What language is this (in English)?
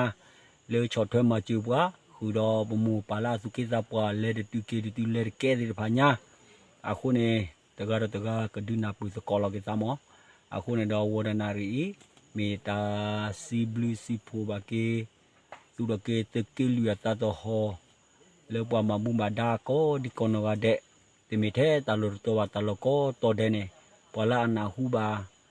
S'gaw Karen